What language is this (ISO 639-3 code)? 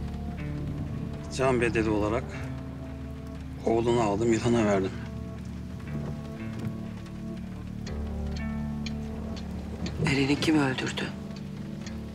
tur